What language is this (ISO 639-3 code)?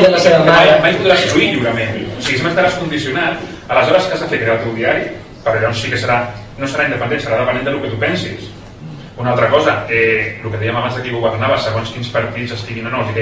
cat